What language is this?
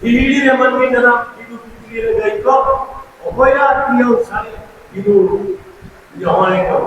Santali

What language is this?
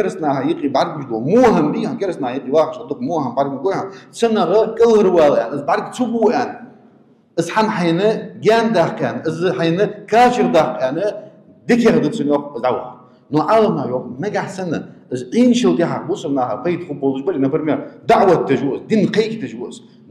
Ingush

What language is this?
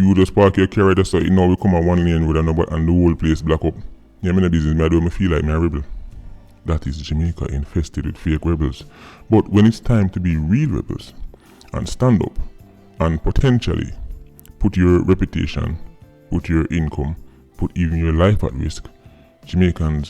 Jamaican Creole English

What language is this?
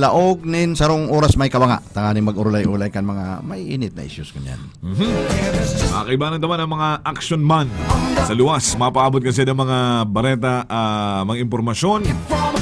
Bikol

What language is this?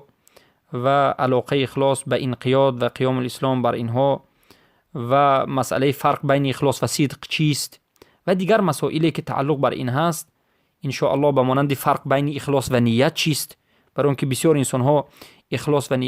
Persian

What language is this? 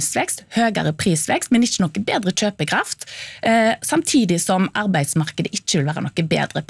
Norwegian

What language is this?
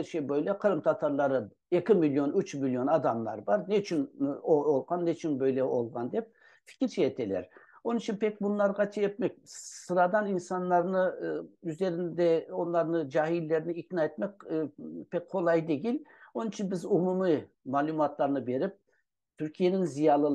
Crimean Tatar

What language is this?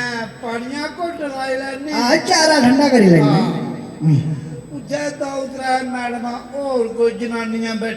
Dogri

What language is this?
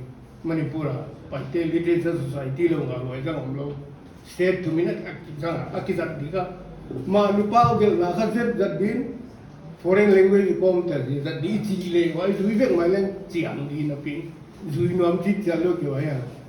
Paite Chin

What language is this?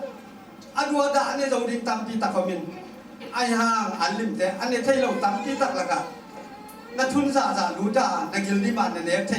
Tedim Chin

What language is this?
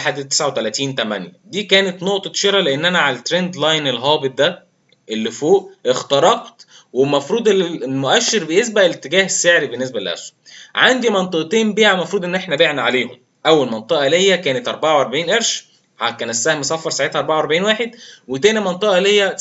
Egyptian Arabic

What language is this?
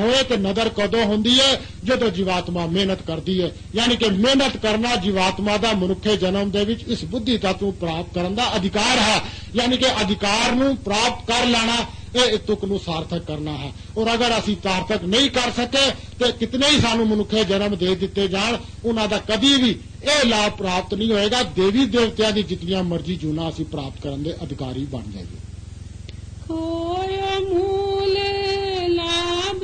Punjabi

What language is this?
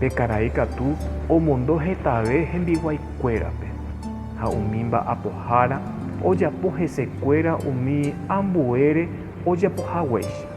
Guarani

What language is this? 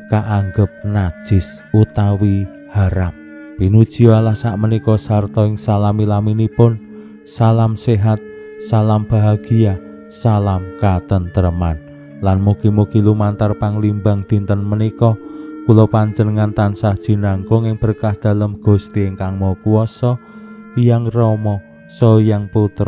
Javanese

